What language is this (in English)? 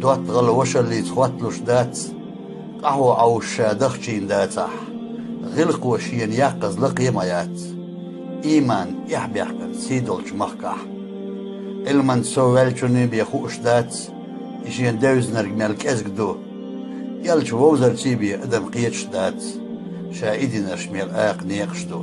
Chechen